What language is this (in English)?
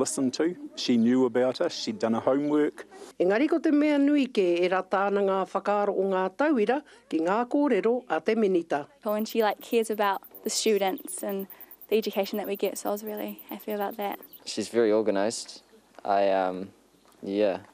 Māori